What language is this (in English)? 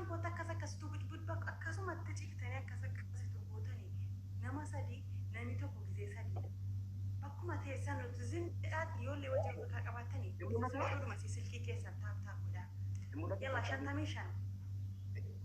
Oromo